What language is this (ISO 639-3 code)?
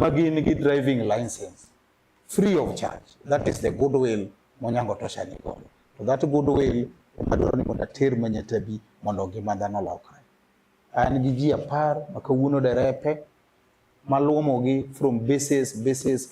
luo